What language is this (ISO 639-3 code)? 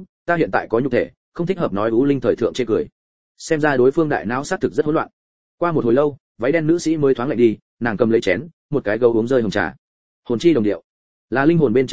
vie